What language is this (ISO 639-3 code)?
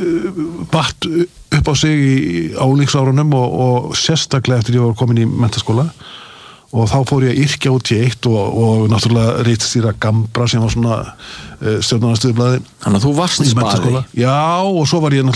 isl